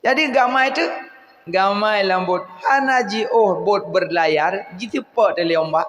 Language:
Achinese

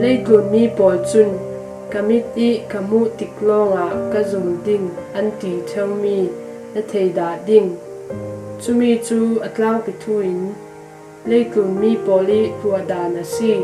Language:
Falam Chin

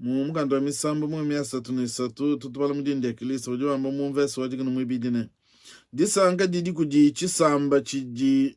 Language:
Luba-Lulua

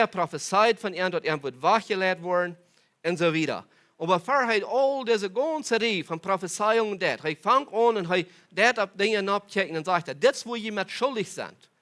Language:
Plautdietsch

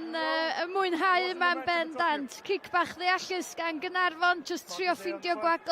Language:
Welsh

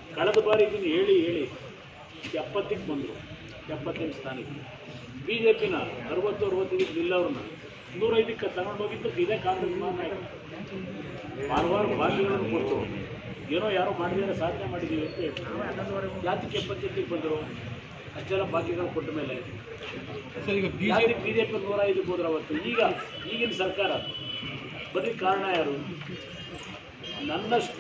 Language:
Kannada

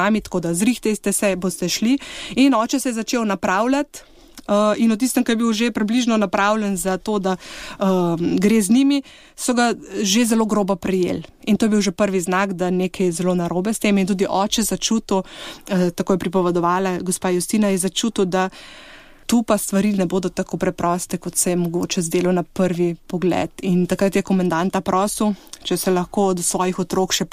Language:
Slovenian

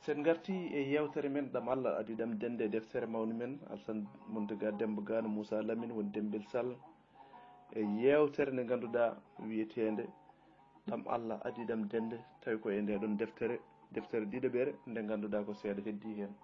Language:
Fula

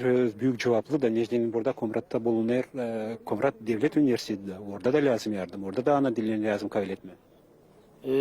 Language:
Gagauz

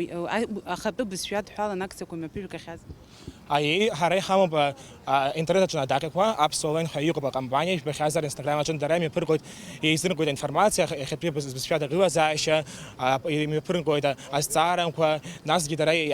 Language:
Abkhazian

